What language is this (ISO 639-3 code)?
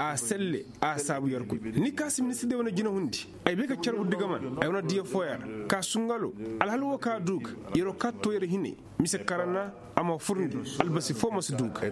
ses